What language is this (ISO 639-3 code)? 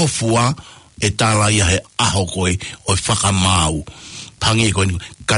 ton